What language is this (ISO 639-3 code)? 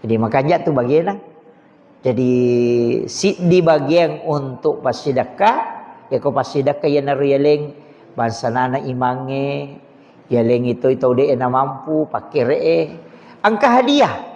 bug